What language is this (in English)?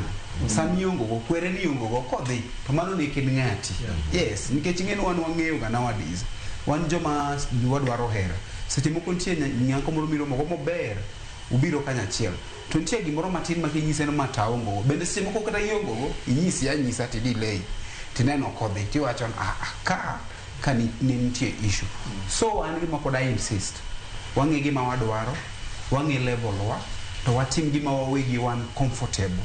Luo (Kenya and Tanzania)